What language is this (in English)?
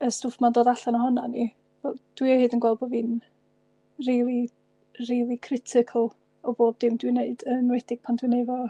Welsh